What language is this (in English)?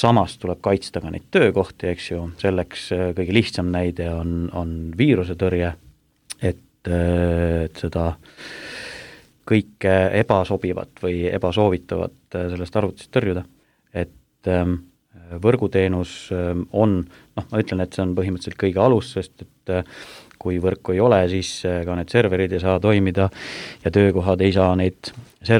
Estonian